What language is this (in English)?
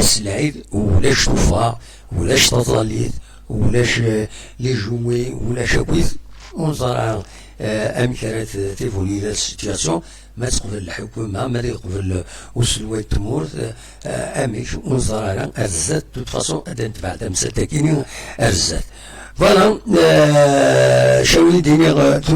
Kabyle